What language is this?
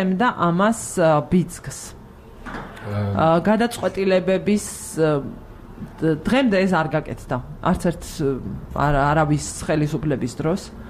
Georgian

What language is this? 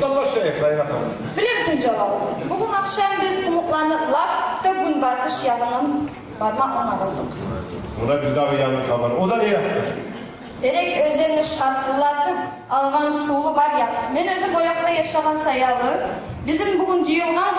Kumyk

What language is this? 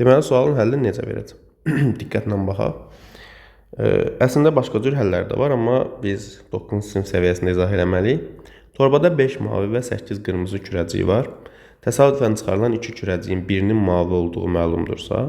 Azerbaijani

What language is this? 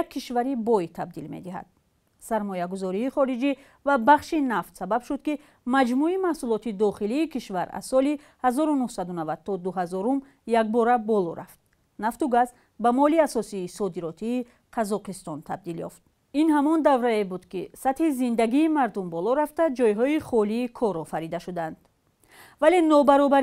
Tajik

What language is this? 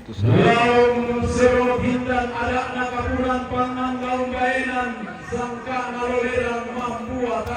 Toraja-Sa'dan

